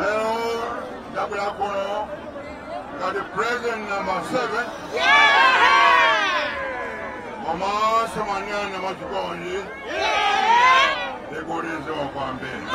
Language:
Nyanja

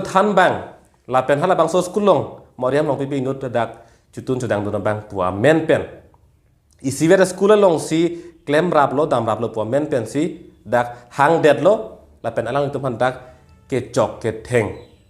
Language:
Karbi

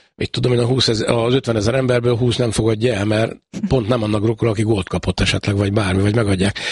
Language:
Hungarian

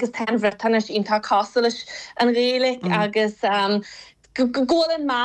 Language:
Irish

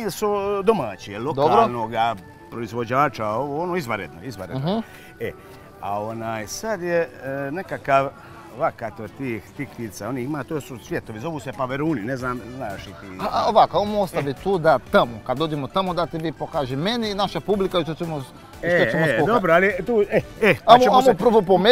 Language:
Croatian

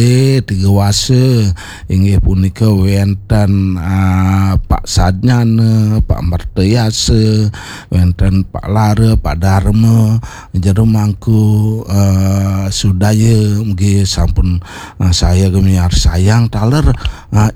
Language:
Balinese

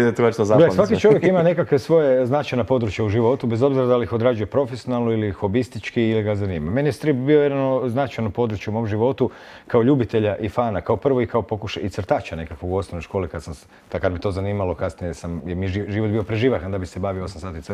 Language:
Croatian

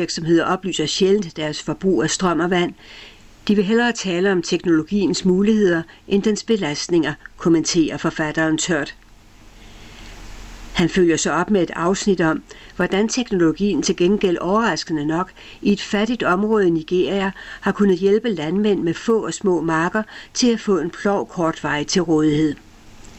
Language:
Danish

